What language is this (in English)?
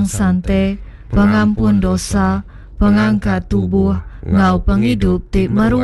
Iban